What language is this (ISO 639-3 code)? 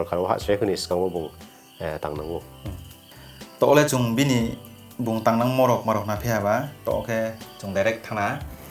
ria